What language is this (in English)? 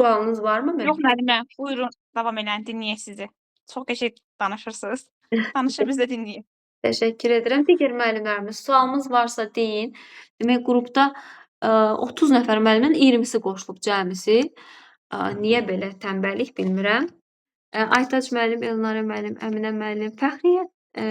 Azerbaijani